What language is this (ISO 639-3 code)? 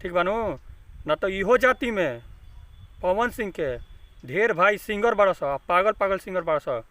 bho